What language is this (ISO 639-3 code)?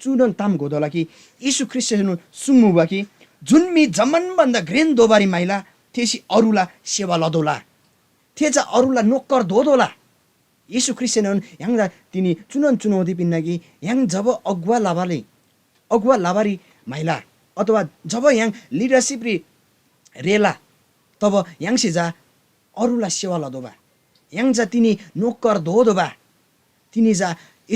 taj